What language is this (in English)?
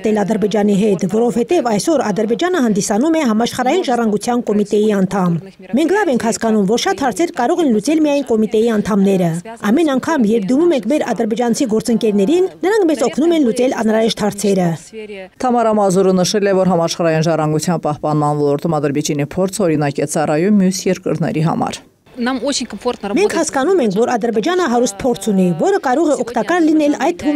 Armenian